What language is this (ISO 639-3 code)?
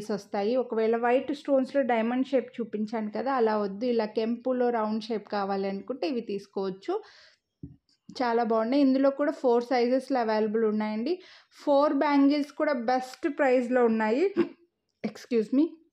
tel